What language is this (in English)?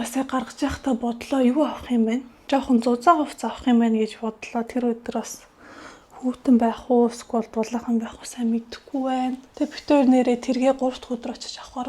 Mongolian